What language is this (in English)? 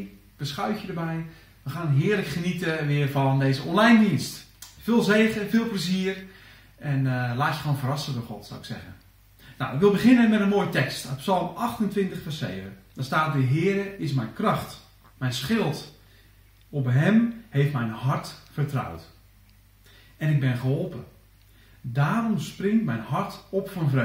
Dutch